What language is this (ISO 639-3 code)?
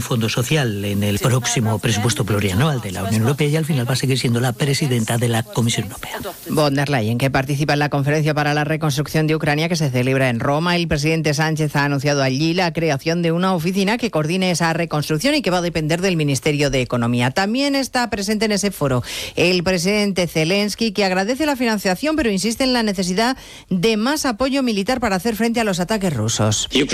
spa